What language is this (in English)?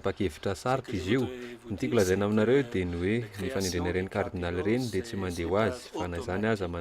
Malagasy